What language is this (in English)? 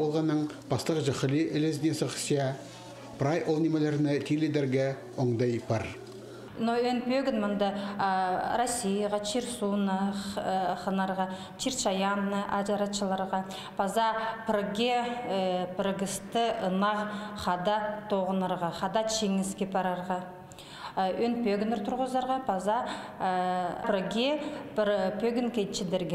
Khakas